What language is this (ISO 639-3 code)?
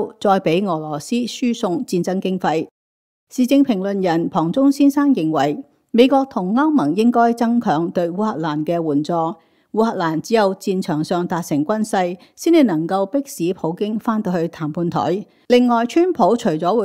yue